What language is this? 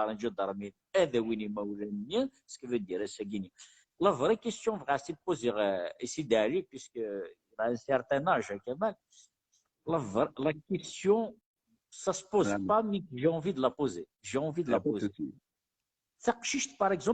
Kabyle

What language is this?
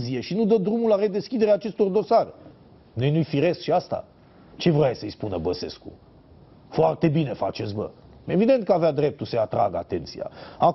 Romanian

